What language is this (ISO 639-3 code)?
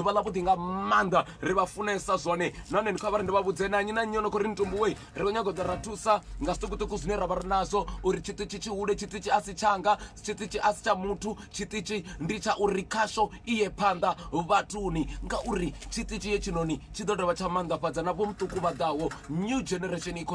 ven